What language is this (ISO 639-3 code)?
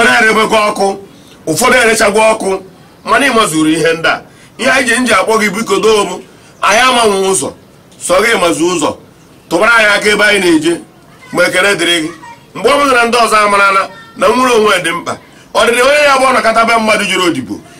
ibo